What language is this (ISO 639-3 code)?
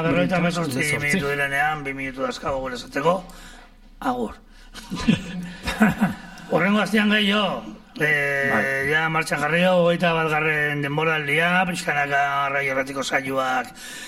eus